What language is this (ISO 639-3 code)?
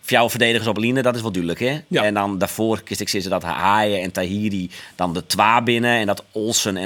fry